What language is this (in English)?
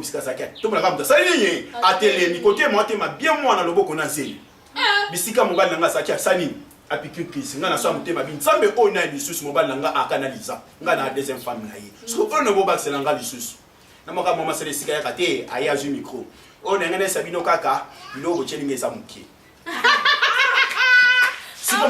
Lingala